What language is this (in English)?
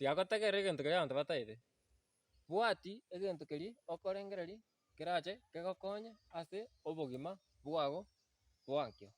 Gusii